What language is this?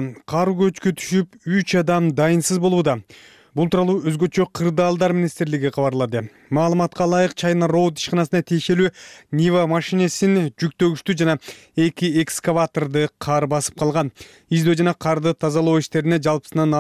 Kyrgyz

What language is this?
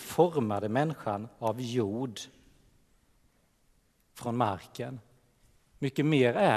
Swedish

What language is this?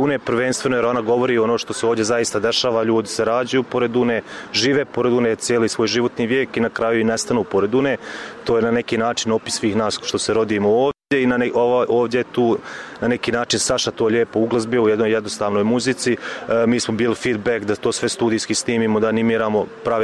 Bosnian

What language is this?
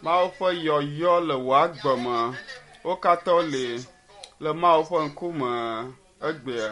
Ewe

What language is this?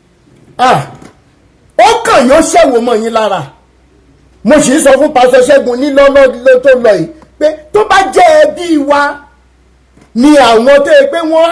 Yoruba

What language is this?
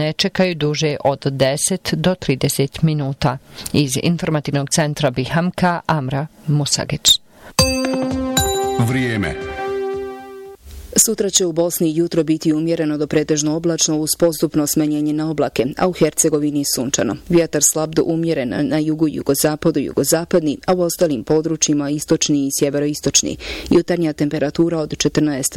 Bosnian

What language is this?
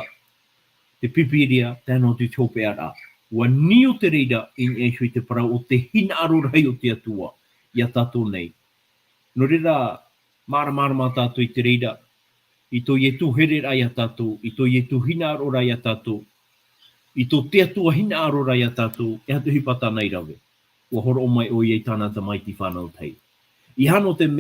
Tahitian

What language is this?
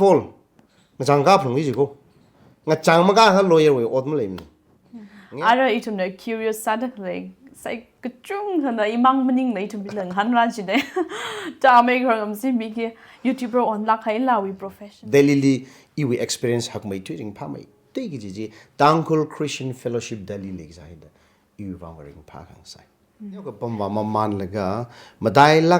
Tangkhul Naga (India)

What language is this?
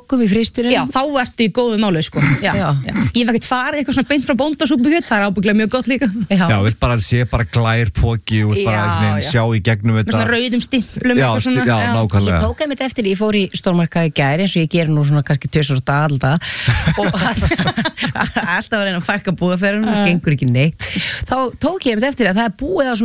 Icelandic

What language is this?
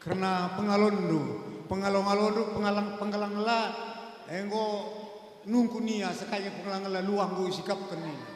Batak Karo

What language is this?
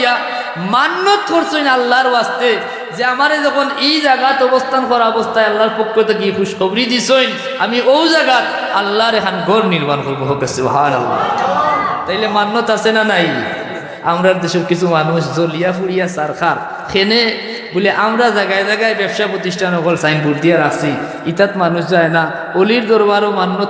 Sylheti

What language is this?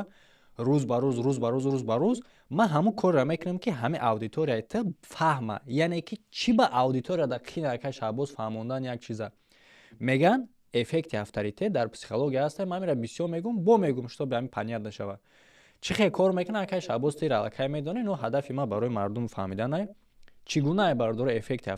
Tajik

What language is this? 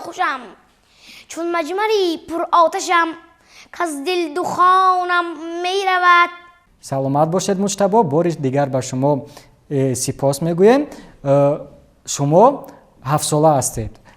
Tajik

